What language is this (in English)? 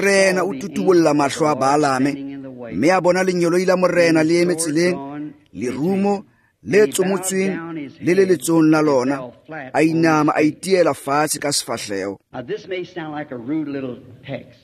Tswana